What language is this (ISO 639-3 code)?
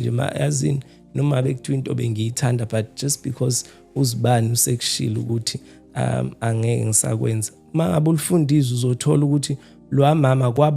zul